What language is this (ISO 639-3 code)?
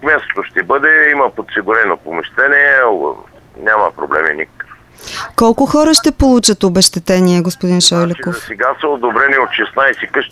bul